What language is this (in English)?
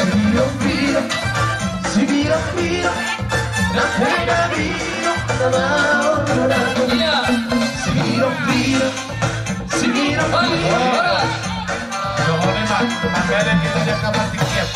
Batak Toba